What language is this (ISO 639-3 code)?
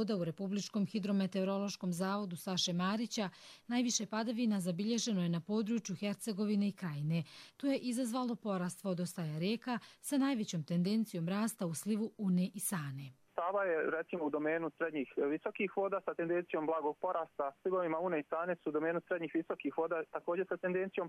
hrv